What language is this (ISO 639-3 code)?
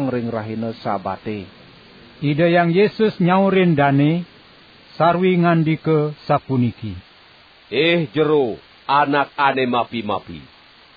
ban